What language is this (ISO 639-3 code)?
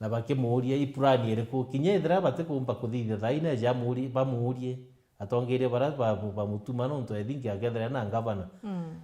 mer